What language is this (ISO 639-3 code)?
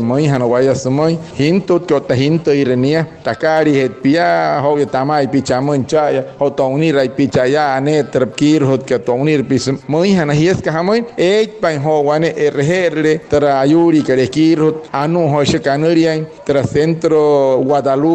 guc